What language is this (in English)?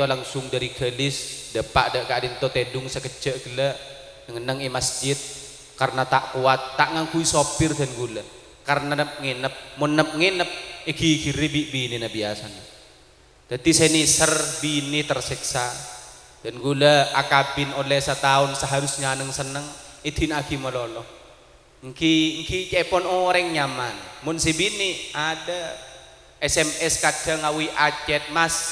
Madurese